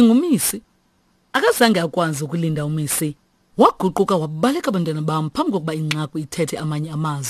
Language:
Xhosa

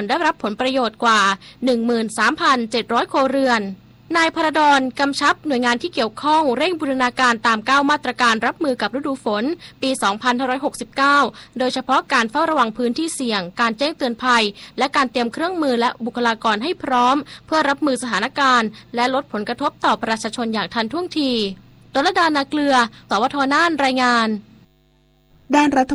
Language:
Thai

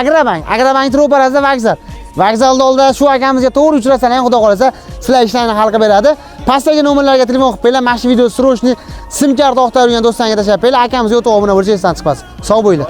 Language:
Uzbek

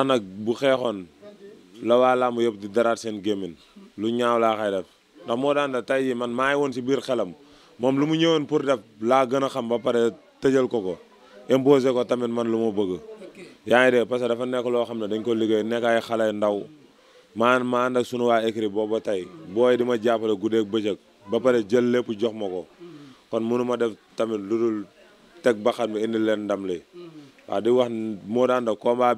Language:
Wolof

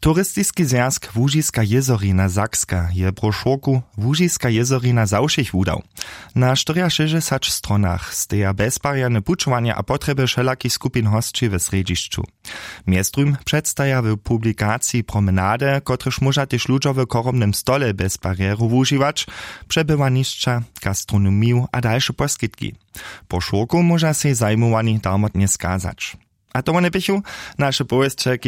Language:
Upper Sorbian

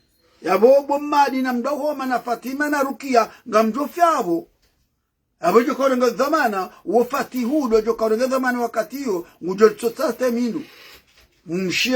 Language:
Ngazidja Comorian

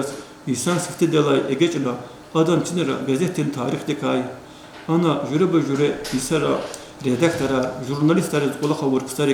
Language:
Lezghian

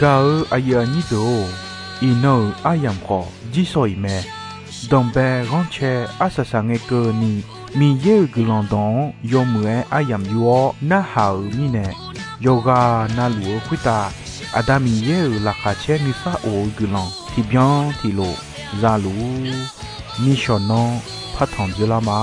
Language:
Akha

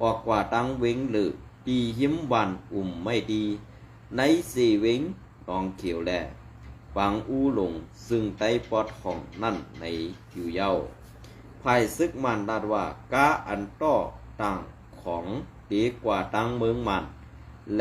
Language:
Shan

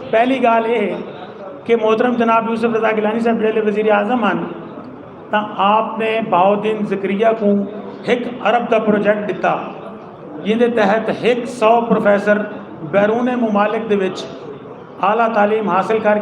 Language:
Saraiki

